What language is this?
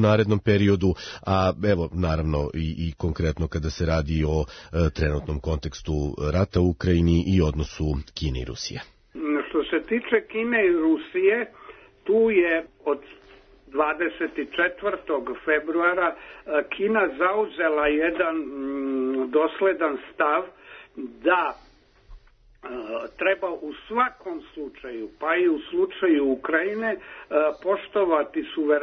Serbian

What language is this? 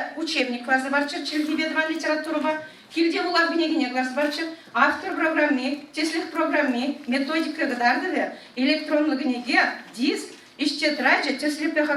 Chuvash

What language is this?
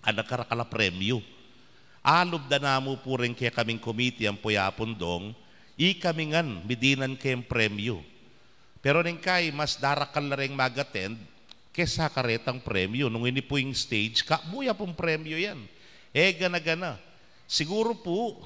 Pampanga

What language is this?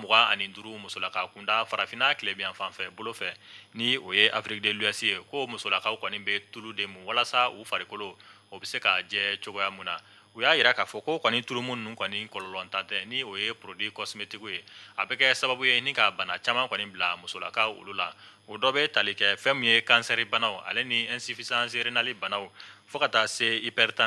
Bambara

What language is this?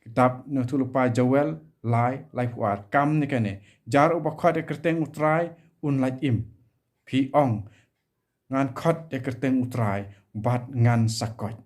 Khasi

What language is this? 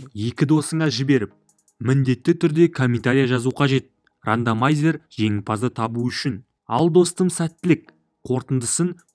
Kazakh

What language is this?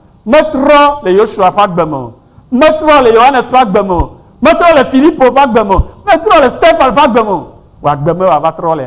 Ewe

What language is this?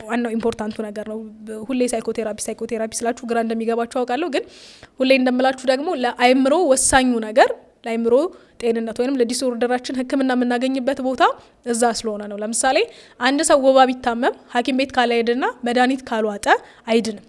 Amharic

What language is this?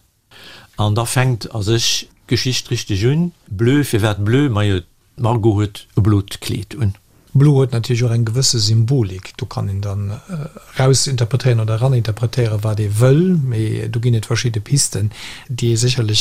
Luxembourgish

